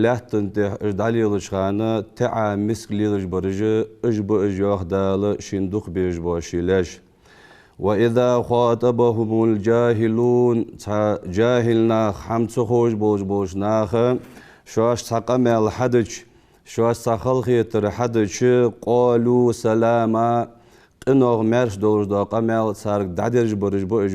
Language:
Ingush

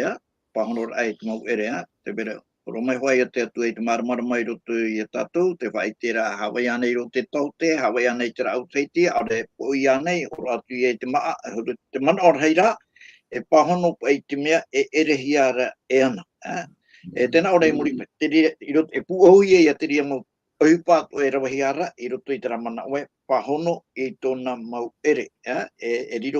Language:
Tahitian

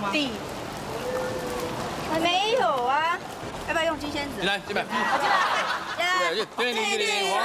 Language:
Chinese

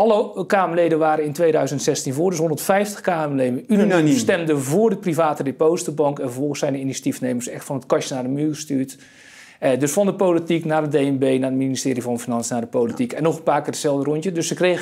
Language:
Dutch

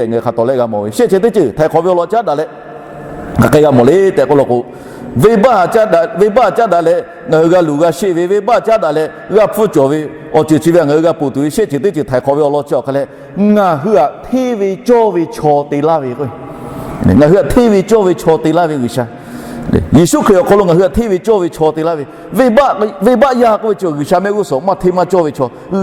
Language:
Lahu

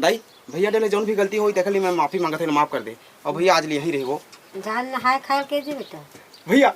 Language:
Chhattisgarhi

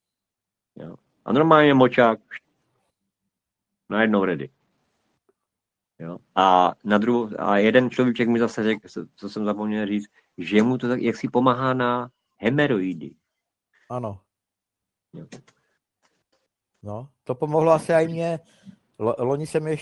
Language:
Czech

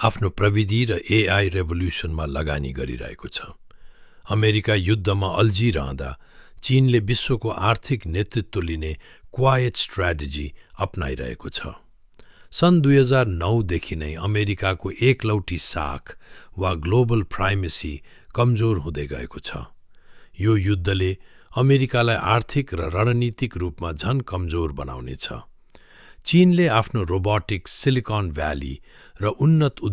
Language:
Nepali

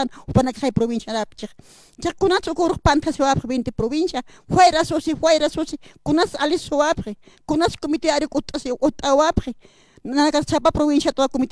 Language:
Aymara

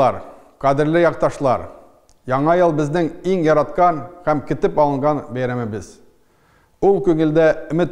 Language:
Tatar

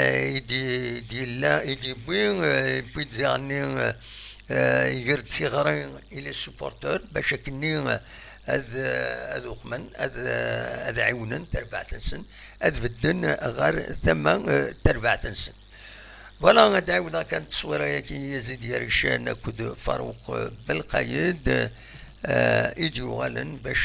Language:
Kabyle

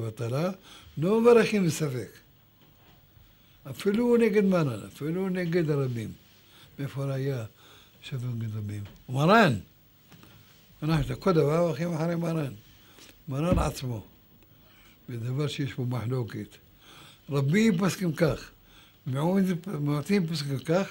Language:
Hebrew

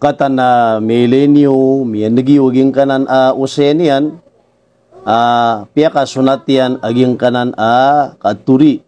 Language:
Maranao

